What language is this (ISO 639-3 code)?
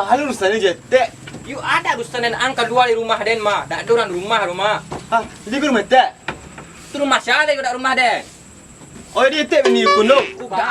min